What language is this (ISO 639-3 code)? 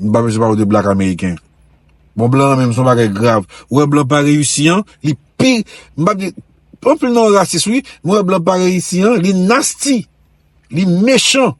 hat